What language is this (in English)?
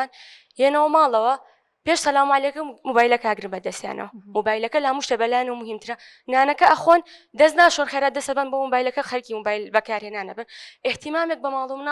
Central Kurdish